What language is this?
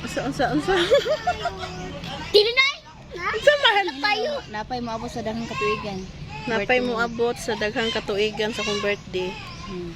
Cebuano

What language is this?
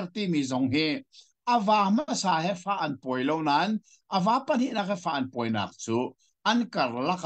Hakha Chin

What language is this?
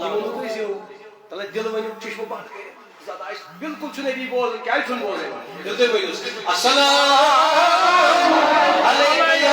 Kashmiri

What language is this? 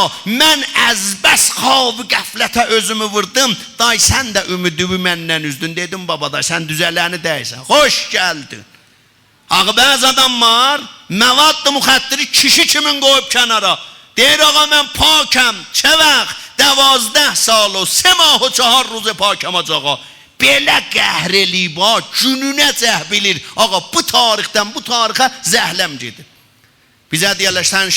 South Azerbaijani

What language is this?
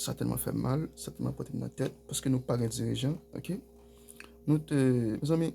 Haitian Creole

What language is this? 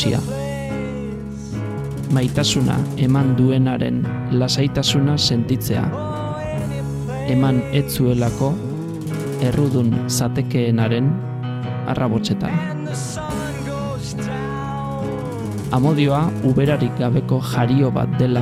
Basque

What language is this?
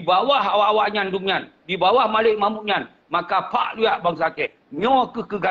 Achinese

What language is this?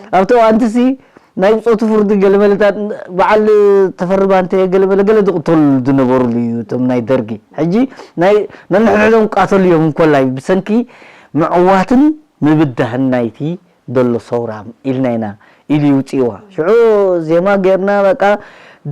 Tigrinya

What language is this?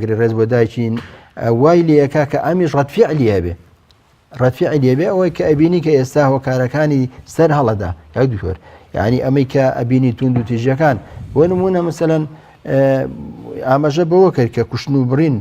Central Kurdish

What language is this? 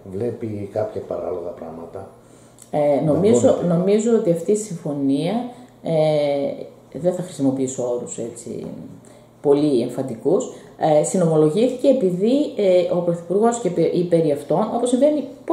Greek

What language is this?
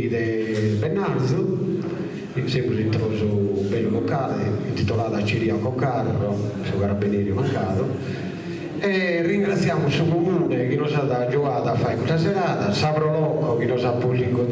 Sardinian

